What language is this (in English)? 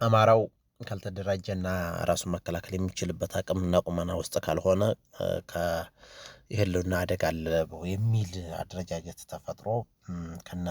Amharic